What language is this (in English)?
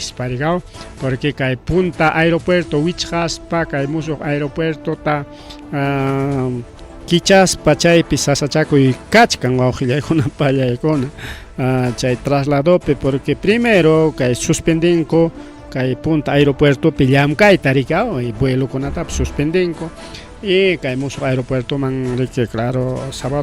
Ayacucho Quechua